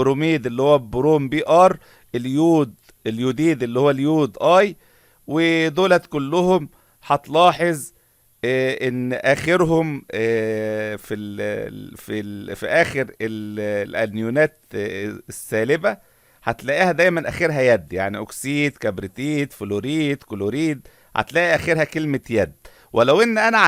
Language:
Egyptian Arabic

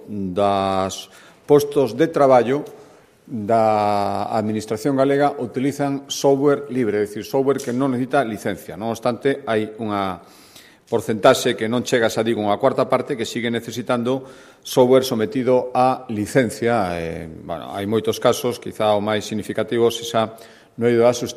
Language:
Galician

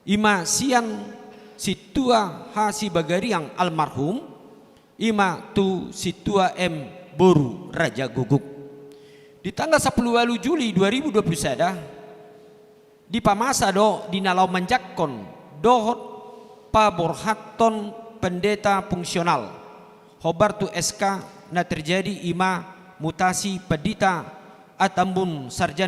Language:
Batak Toba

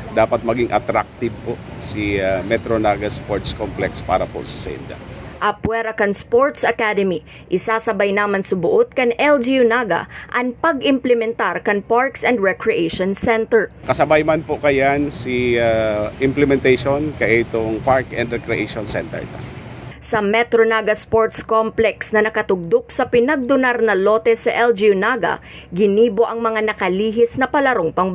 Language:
Bikol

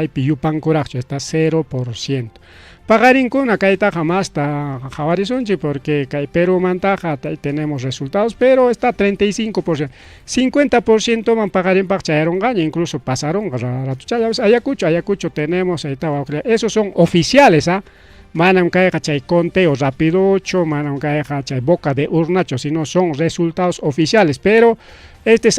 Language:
Ayacucho Quechua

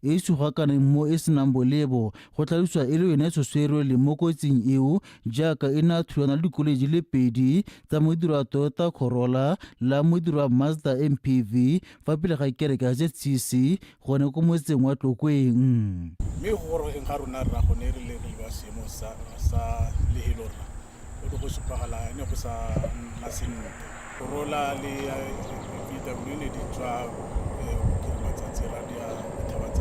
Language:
Tswana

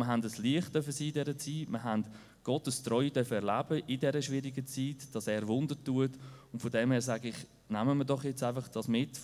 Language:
Swiss German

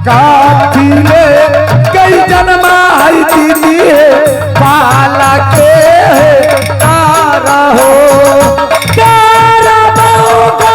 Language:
Maithili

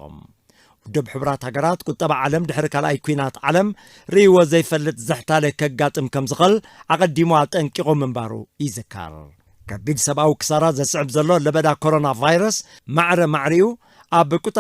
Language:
Tigrinya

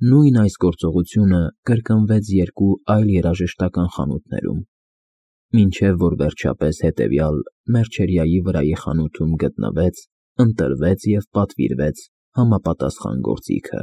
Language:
Armenian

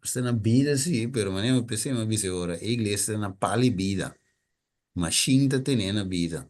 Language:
Papiamento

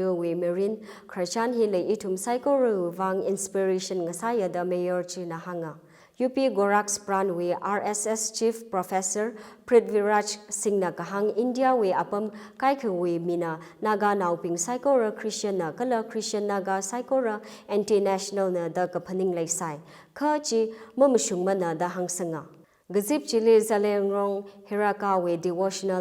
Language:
Tangkhul Naga (India)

